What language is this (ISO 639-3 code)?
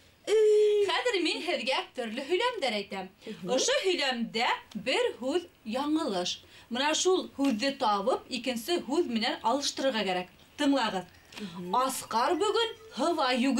bak